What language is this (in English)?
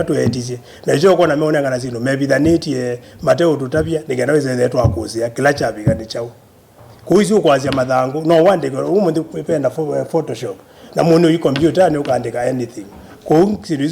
Kamba